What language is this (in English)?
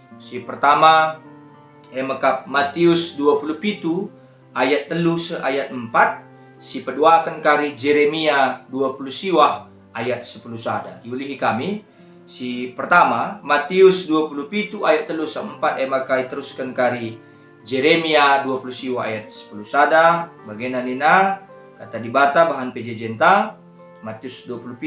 Batak Karo